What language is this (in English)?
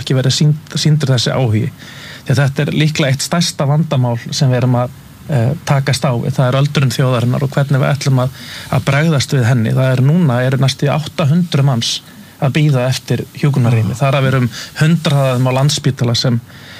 Icelandic